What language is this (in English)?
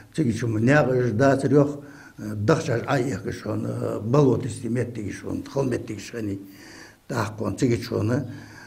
Ingush